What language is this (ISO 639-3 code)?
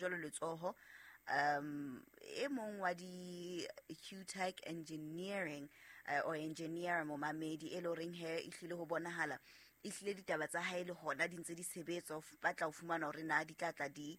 sot